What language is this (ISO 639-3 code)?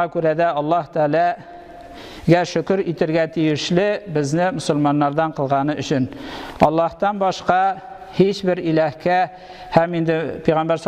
tat